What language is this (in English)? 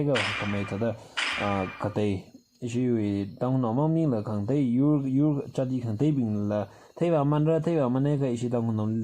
Tangkhul Naga (India)